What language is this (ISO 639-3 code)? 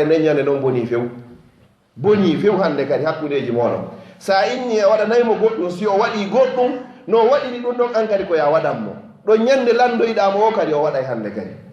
ful